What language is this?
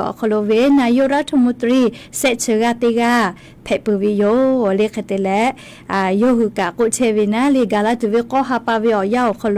Lahu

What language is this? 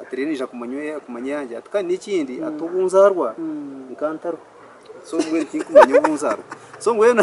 Nyankole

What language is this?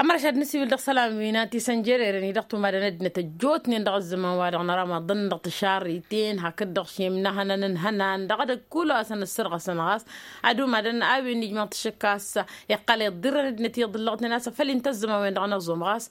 Tamasheq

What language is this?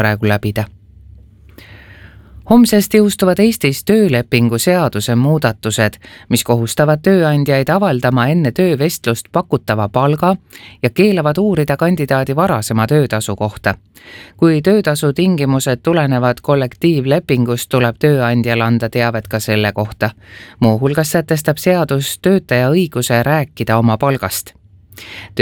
Estonian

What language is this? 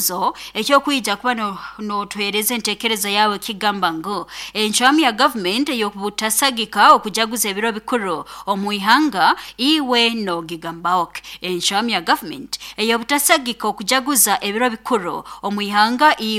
Nyoro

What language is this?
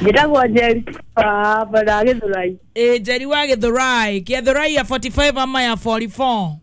Kikuyu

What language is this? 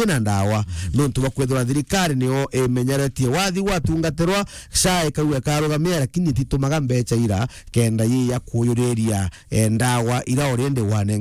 Meru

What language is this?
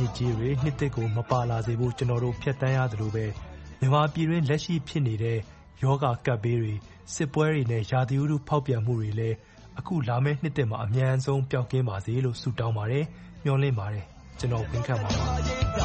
Burmese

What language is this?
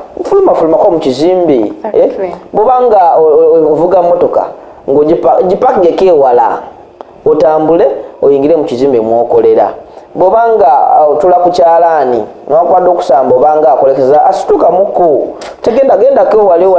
Ganda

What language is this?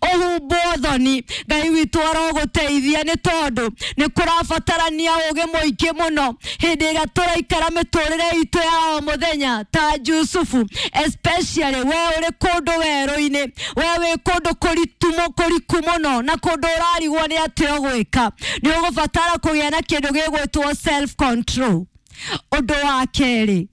Kikuyu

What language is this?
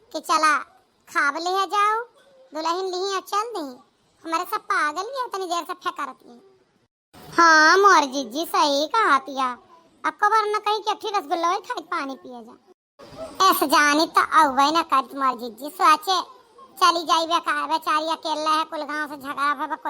Awadhi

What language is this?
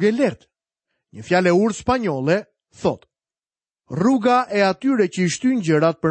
Albanian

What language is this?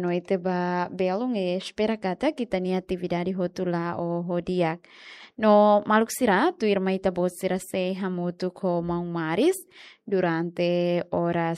Tetum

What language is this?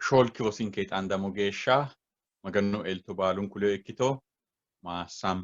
Sidamo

